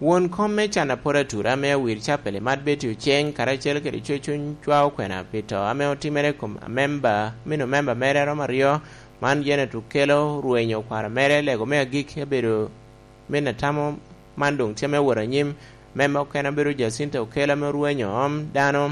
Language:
Lango (Uganda)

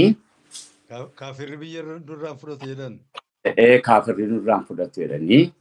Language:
Oromo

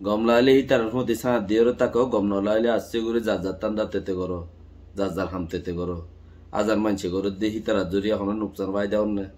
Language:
Rohingya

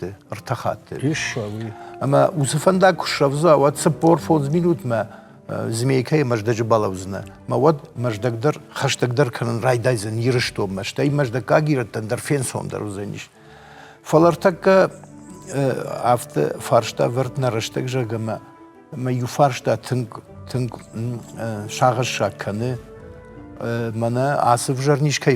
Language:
Ossetic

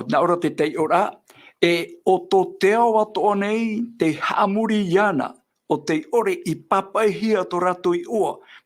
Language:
Tahitian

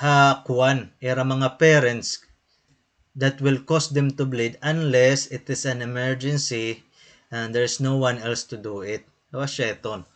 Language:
Waray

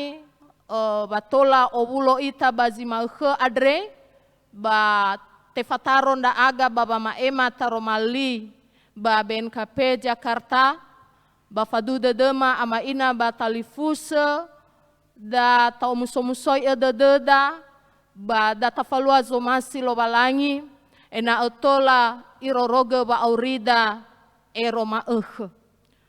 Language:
Nias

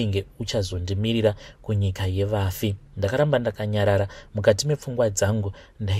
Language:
Shona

